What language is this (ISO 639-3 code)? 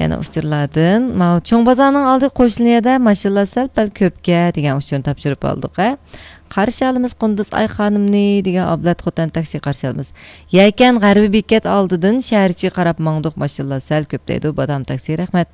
uig